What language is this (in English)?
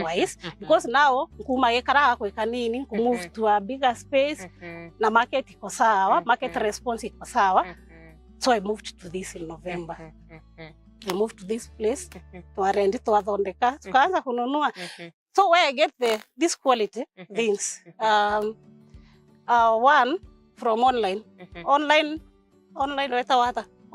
Meru